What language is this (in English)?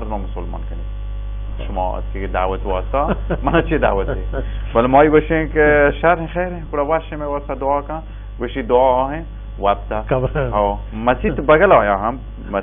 Baluchi